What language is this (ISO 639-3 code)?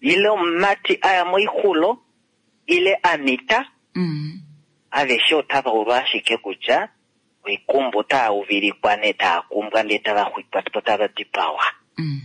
kua